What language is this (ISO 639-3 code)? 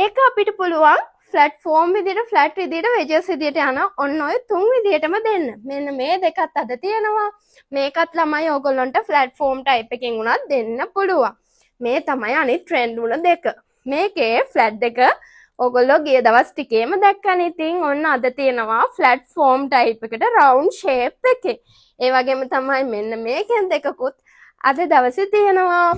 sin